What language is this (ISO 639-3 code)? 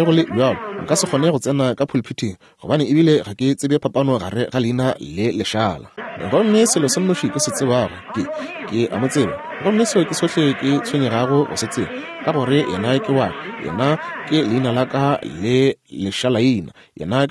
nso